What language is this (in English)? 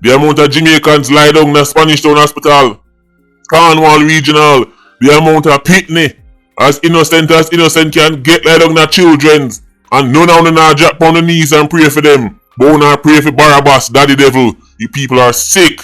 Jamaican Creole English